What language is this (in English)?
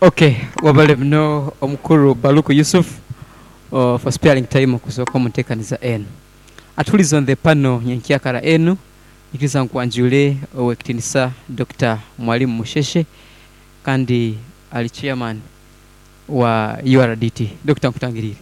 Nyoro